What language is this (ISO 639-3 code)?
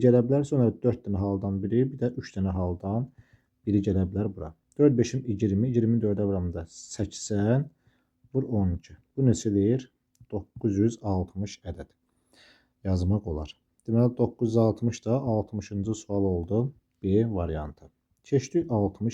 aze